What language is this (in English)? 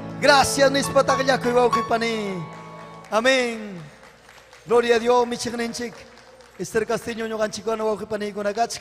Ayacucho Quechua